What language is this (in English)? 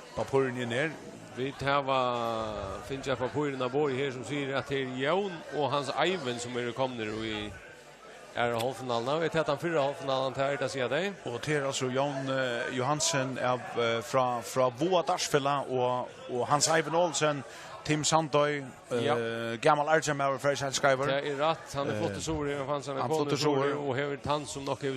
Faroese